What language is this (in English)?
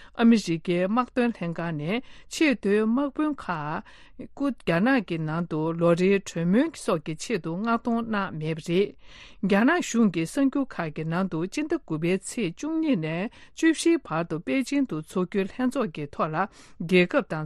Tibetan